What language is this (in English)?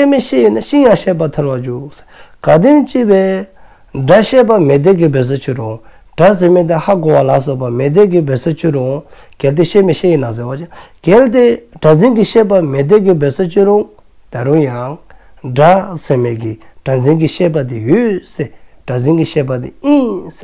Dzongkha